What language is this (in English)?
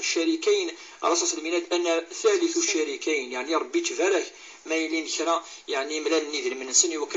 Kabyle